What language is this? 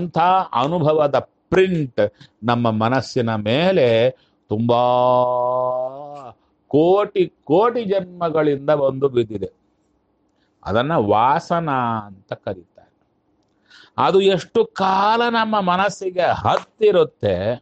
Kannada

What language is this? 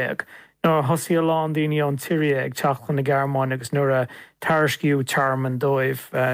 Irish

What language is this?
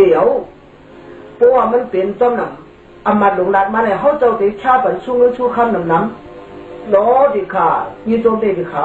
Shan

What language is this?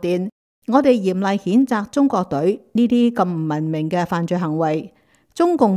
Cantonese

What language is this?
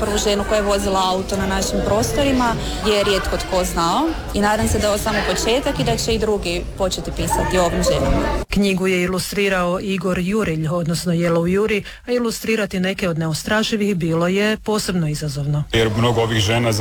Croatian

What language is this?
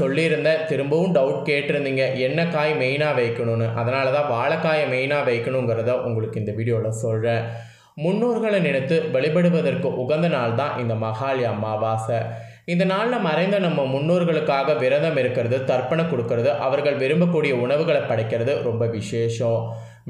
Tamil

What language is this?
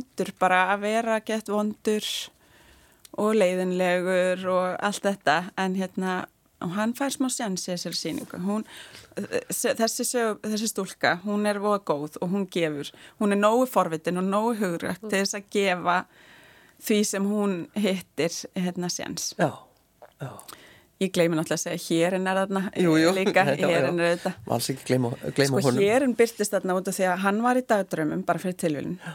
Icelandic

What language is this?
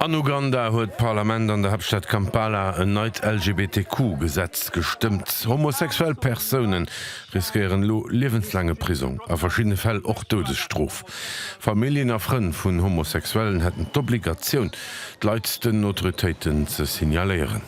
Luxembourgish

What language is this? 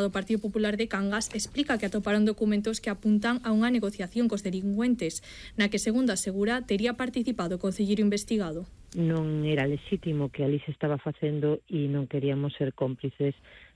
Galician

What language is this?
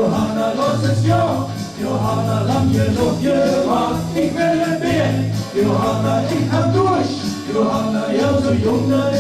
Limburgish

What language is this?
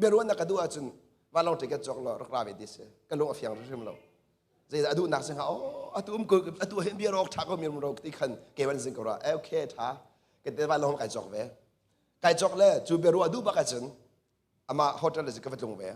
Hakha Chin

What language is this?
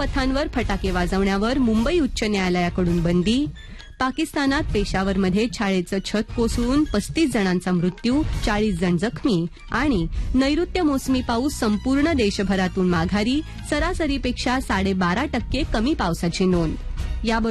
Marathi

